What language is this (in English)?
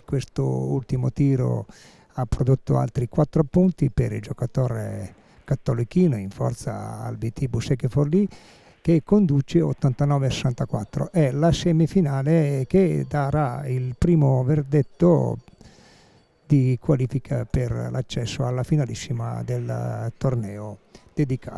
Italian